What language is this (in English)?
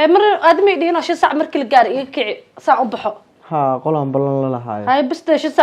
Somali